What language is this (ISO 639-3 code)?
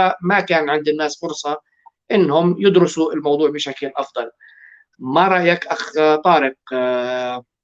apc